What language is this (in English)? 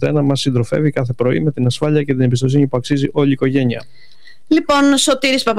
Greek